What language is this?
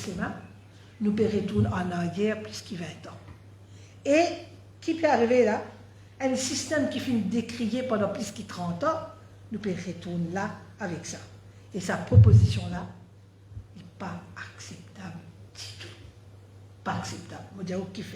Morisyen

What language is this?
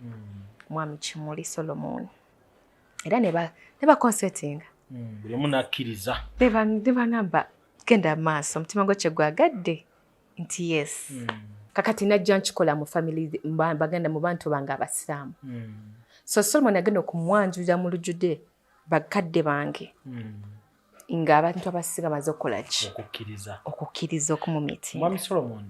Ganda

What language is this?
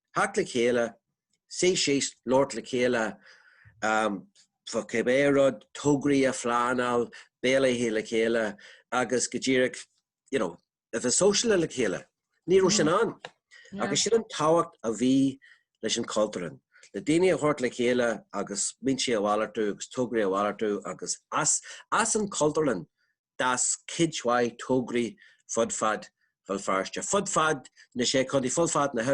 Irish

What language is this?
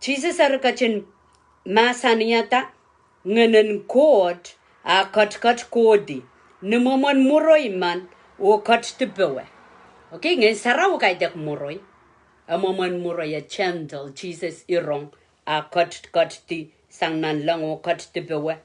Pohnpeian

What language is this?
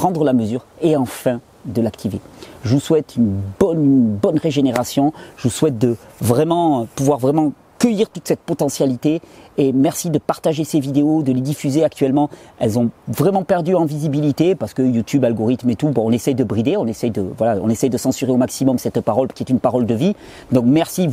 French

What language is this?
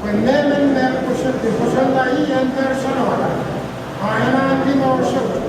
Pohnpeian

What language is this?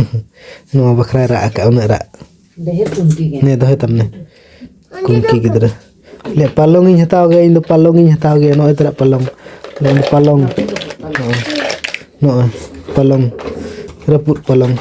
Santali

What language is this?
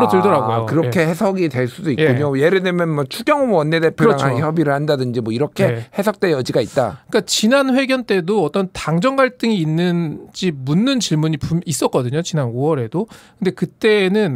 Korean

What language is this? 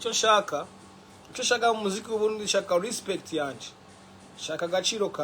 Rundi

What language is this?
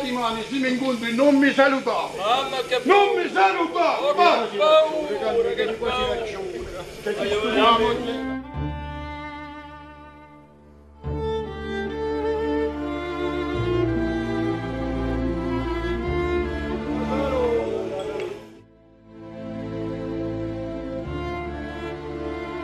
Italian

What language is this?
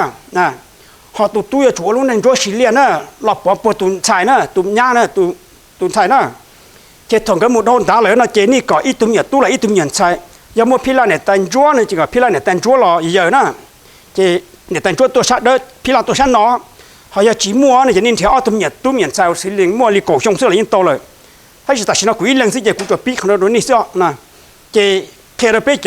Hmong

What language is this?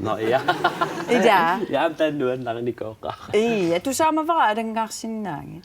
Kalaallisut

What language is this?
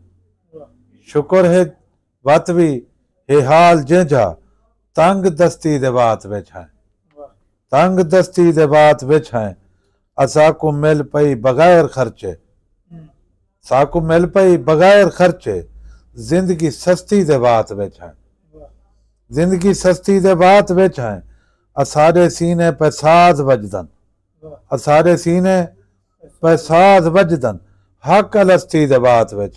Saraiki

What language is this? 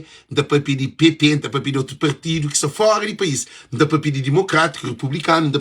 Kabuverdianu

